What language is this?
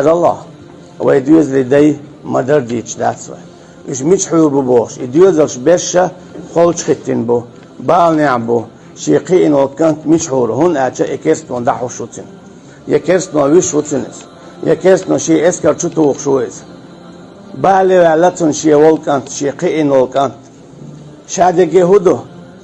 Chechen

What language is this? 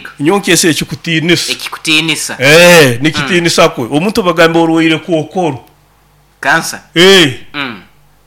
Nyoro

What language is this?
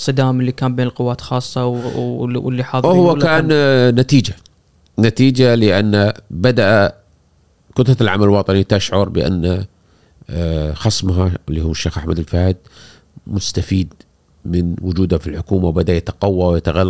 Gulf Arabic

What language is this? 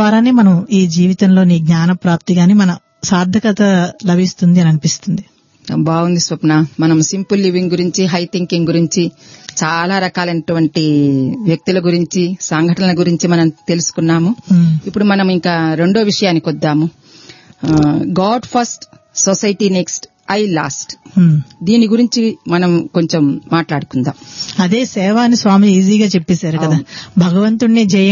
Telugu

